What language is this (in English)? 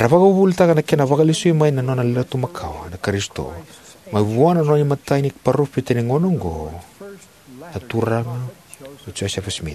Fijian